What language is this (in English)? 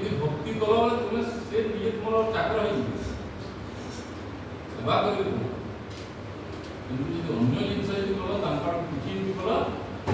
Odia